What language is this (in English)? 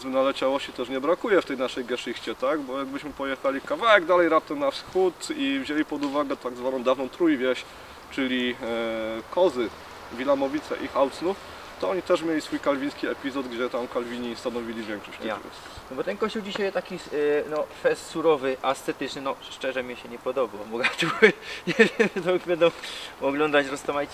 Silesian